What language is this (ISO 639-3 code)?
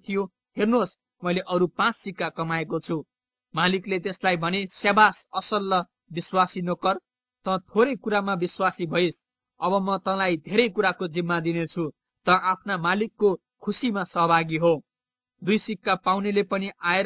nep